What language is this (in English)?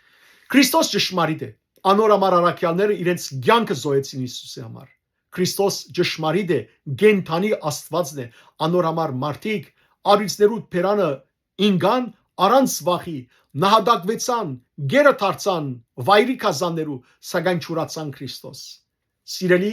Western Armenian